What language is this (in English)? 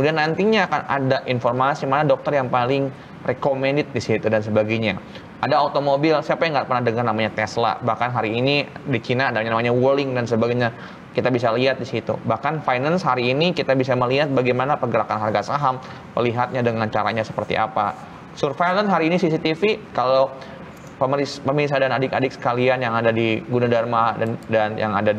Indonesian